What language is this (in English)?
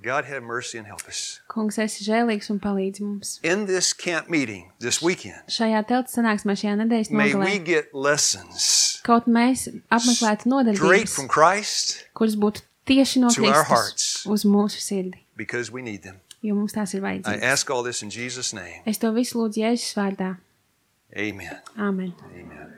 Latvian